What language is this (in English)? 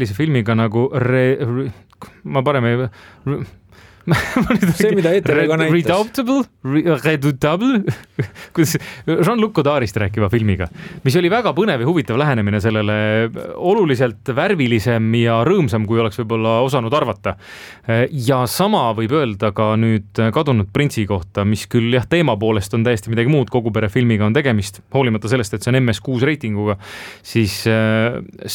Estonian